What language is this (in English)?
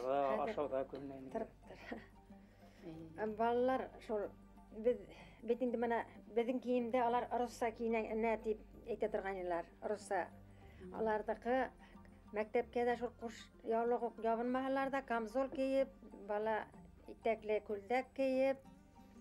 Bashkir